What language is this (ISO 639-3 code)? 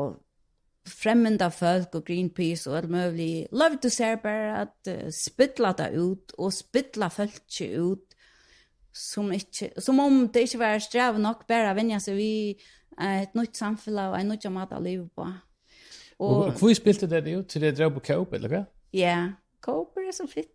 fao